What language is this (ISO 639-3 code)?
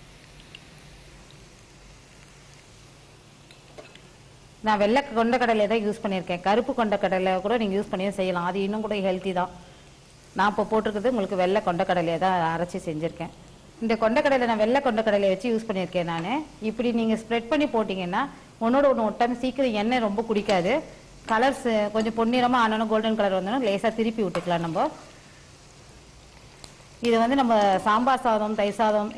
tam